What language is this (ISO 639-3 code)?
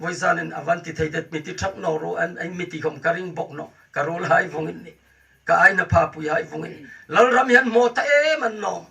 hmr